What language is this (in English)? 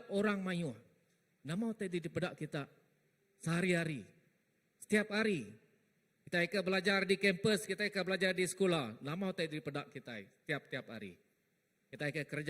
Iban